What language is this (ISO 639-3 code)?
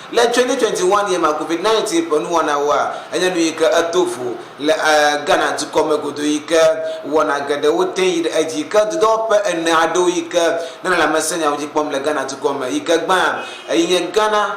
ewe